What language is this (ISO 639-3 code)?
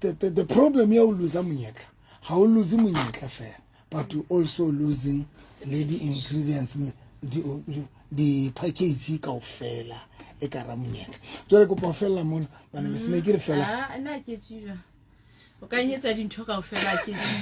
sot